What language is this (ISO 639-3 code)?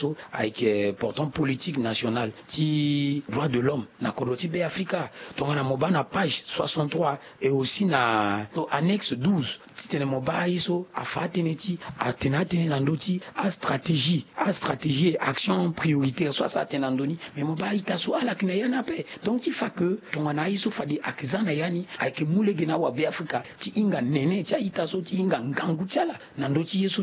sag